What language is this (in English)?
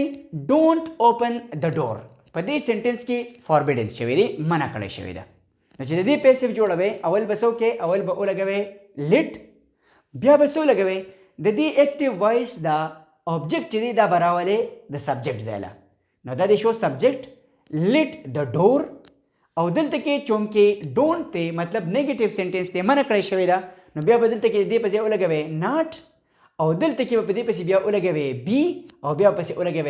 Pashto